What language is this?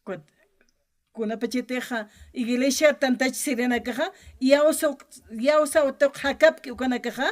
Aymara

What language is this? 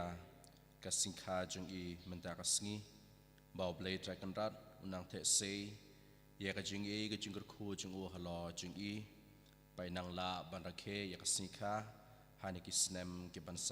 Khasi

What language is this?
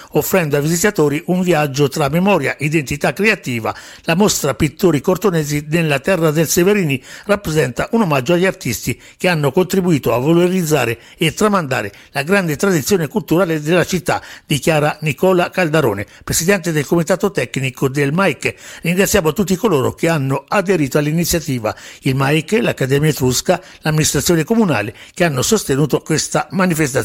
Italian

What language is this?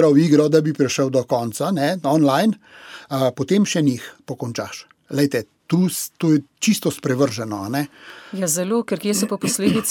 Slovenian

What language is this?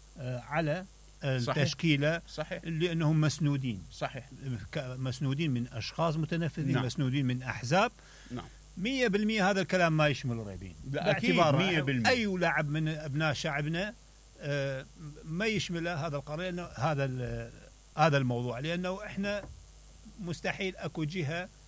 Mesopotamian Arabic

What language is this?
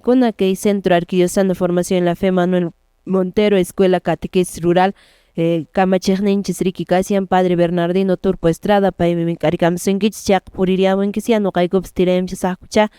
Quechua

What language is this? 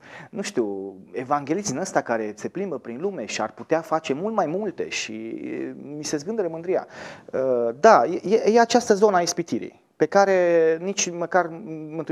Romanian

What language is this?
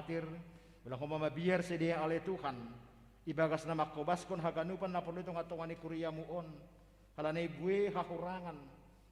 Batak Simalungun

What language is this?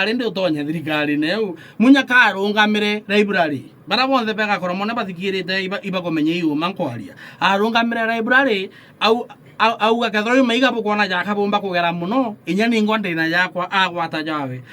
Meru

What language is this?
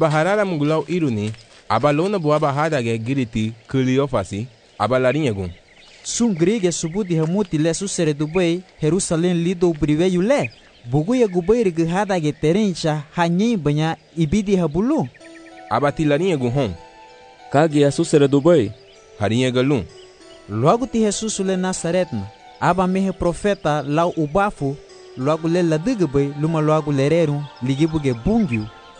Garifuna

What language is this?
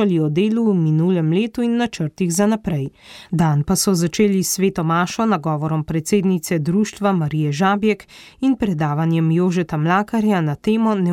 Slovenian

